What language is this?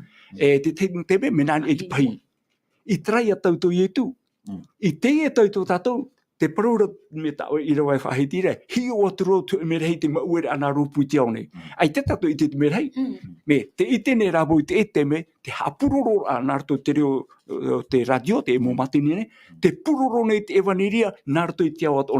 Tahitian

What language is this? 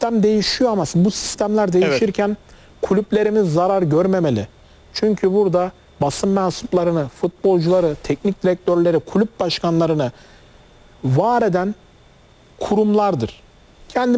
Turkish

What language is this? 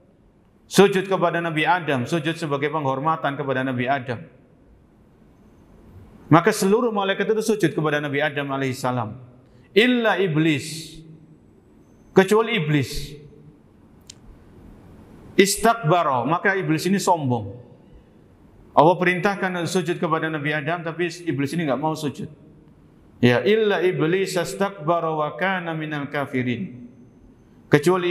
Indonesian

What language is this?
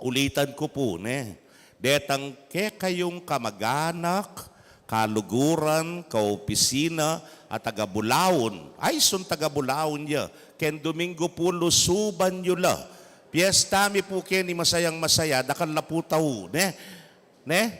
Pampanga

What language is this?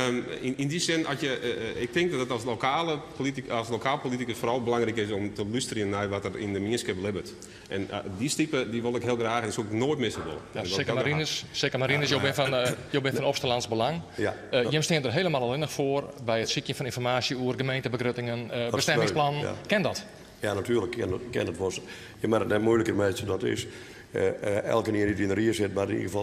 Western Frisian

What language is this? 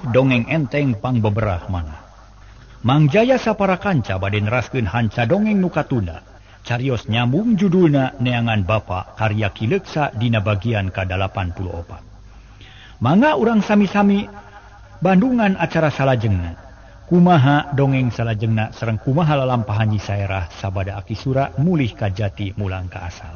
Sundanese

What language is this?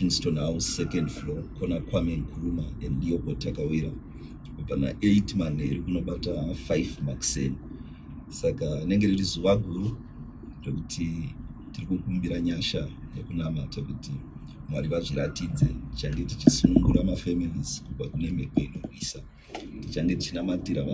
Shona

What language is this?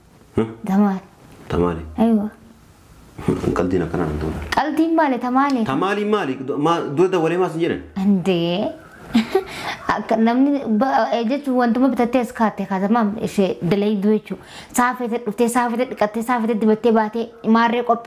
Oromo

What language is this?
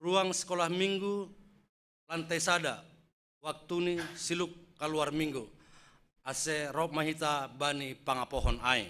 Batak Simalungun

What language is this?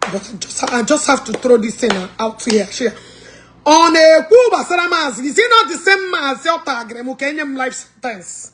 Igbo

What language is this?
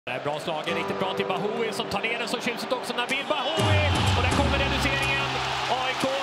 Swedish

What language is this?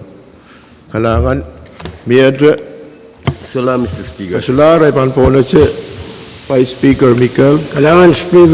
Pohnpeian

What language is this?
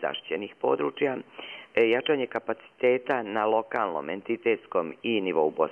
Bosnian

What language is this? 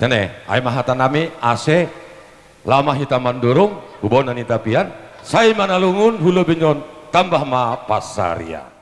Batak Simalungun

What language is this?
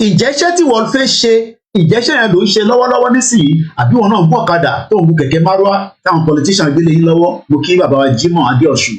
Yoruba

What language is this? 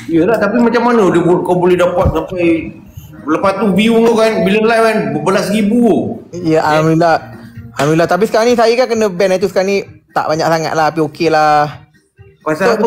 Malay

